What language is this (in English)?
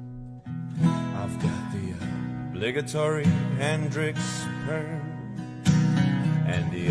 English